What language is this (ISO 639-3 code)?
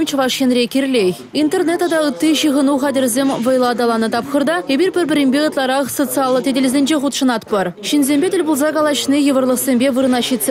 chv